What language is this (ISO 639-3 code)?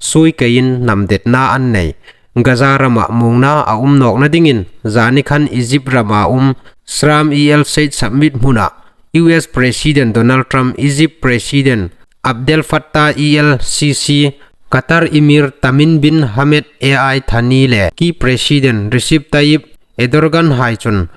hmr